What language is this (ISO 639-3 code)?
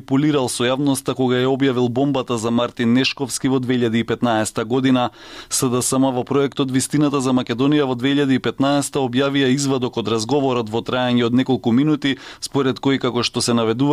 mkd